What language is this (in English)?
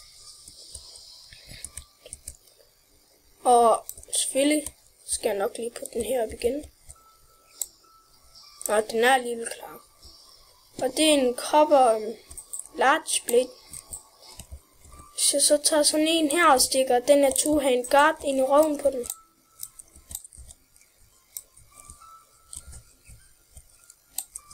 Danish